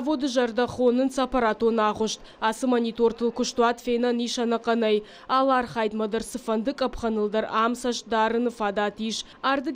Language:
Ossetic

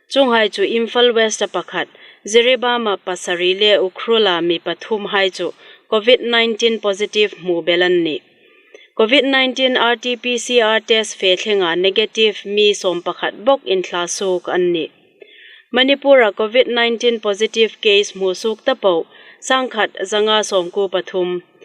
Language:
Hmar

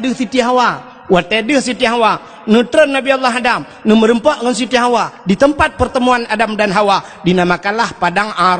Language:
Achinese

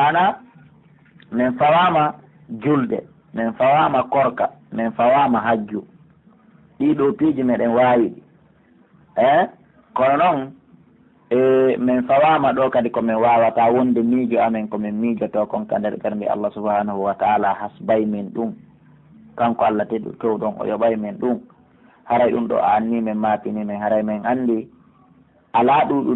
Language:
Pular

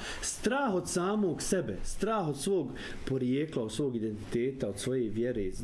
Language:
Bosnian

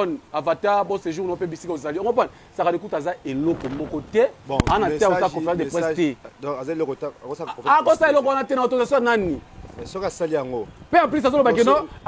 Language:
Lingala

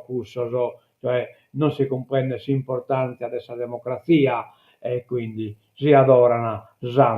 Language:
Sardinian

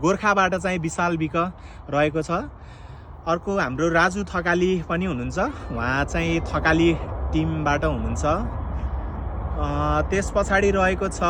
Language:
Nepali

